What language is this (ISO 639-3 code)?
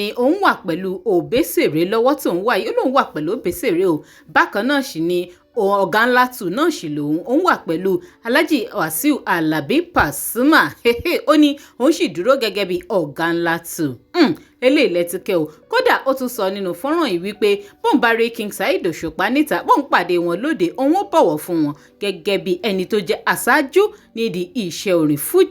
yor